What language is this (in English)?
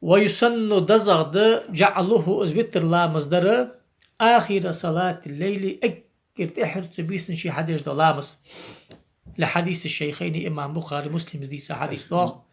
Ingush